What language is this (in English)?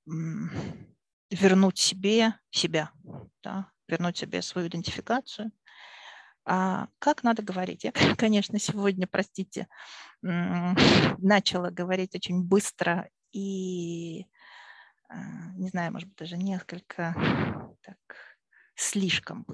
Russian